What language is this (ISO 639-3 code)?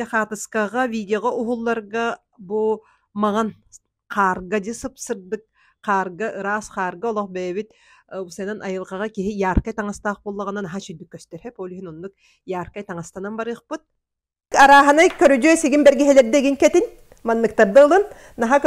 sah